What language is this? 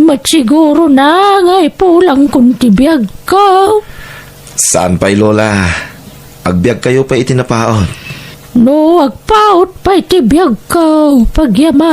Iloko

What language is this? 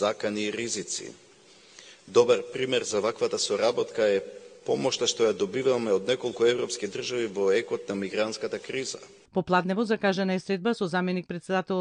Macedonian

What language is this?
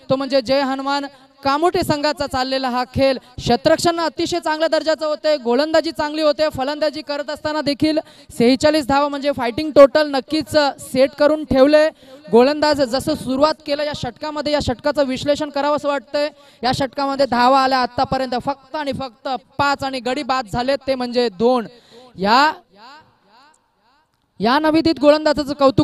Marathi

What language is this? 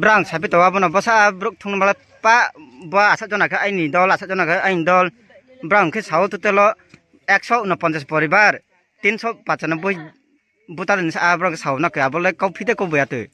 Riang (India)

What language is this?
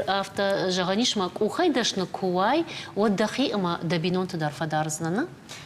Ossetic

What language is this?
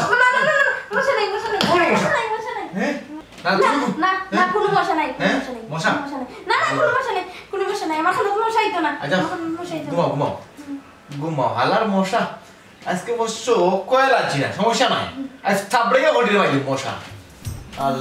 Sylheti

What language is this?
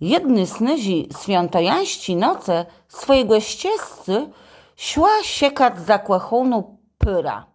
Kashubian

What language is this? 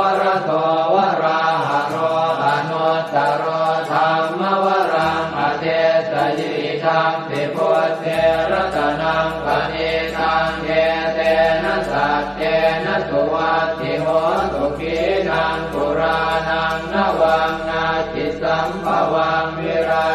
Pali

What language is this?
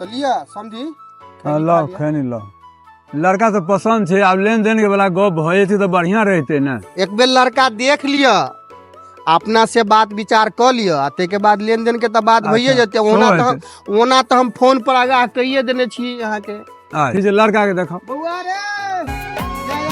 Maithili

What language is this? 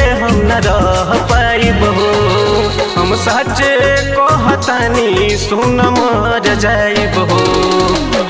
Bhojpuri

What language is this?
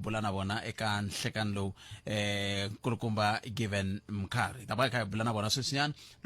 Tsonga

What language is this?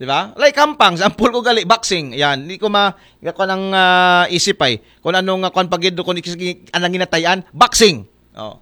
Aklanon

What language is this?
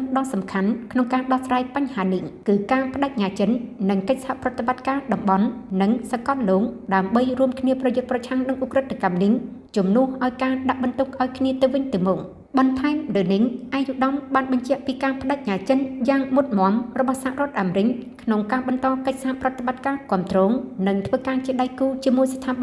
Khmer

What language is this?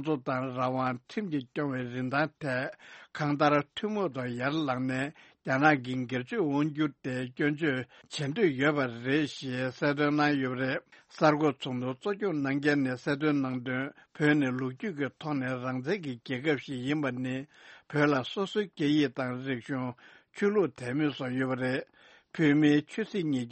Tibetan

